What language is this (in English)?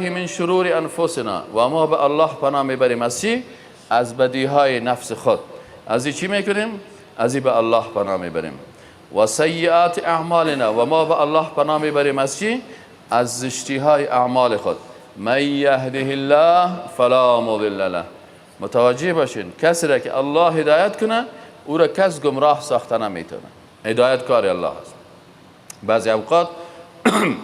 Persian